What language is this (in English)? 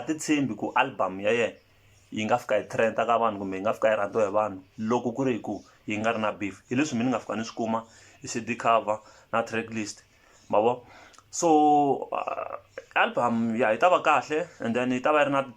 Tsonga